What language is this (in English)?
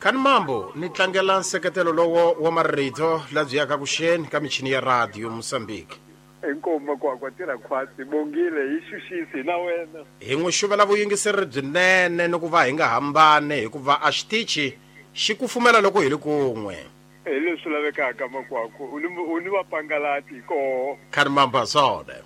Tsonga